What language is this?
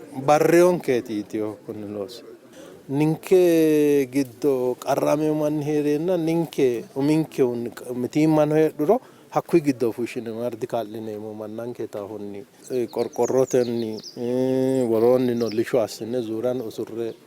Sidamo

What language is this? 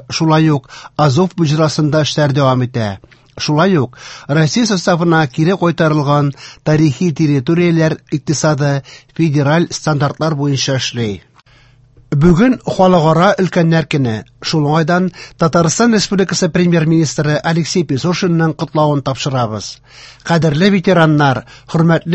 Tatar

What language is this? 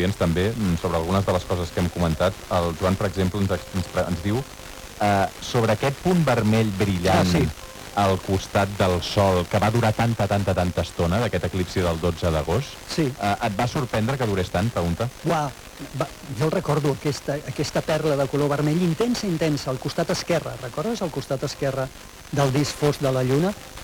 Catalan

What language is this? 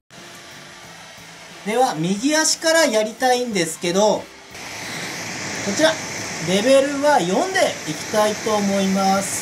Japanese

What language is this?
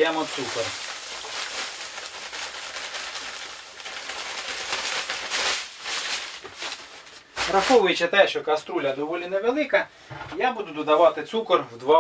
Ukrainian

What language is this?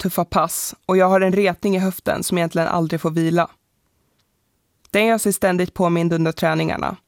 Swedish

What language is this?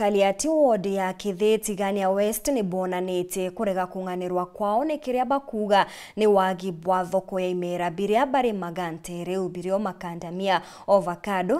Meru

